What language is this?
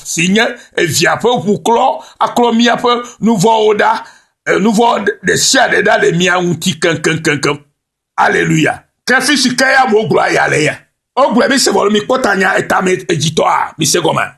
Ewe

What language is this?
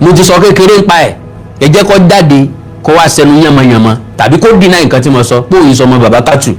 Yoruba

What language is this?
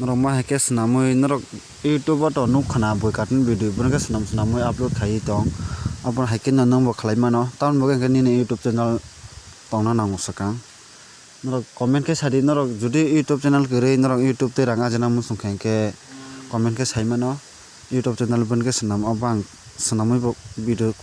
Kok Borok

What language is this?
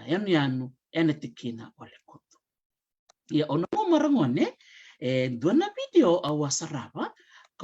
Fijian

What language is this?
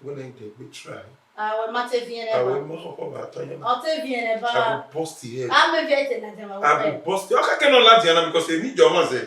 Bini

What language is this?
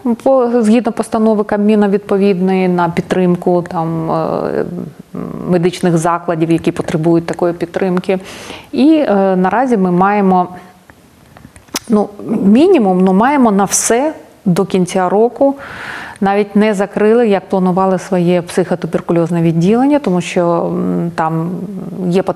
Ukrainian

